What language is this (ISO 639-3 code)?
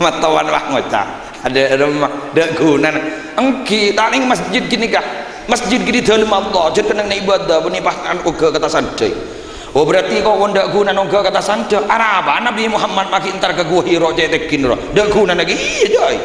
mad